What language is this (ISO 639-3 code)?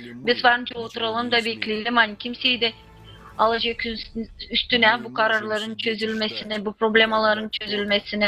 gag